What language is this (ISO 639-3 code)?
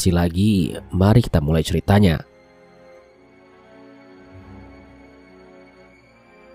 ind